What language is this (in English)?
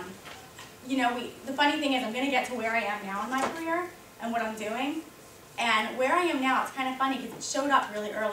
English